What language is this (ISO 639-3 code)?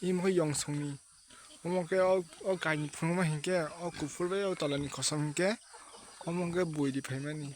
trp